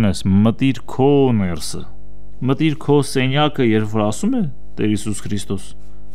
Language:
Armenian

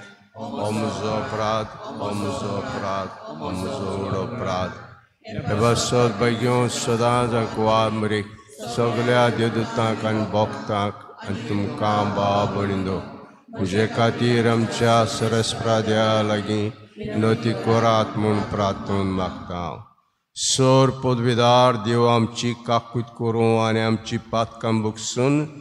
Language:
Konkani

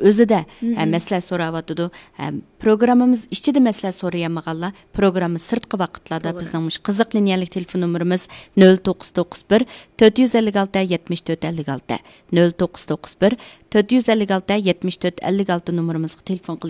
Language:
Uyghur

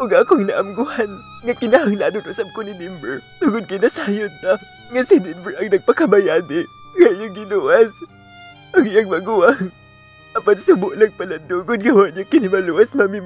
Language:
Cebuano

